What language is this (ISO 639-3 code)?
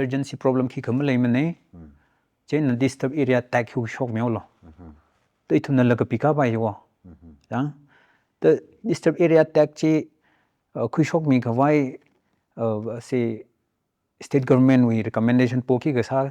nmf